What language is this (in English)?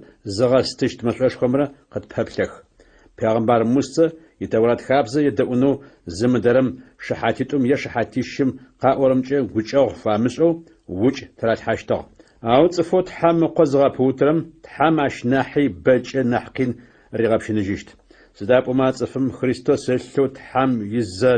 Adyghe